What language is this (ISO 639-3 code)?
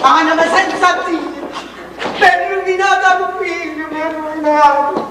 nap